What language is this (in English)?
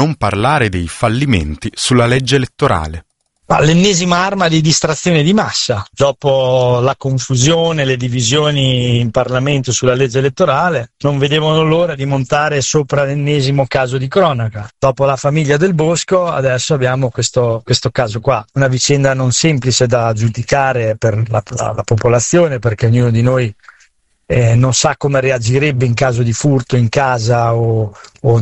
Italian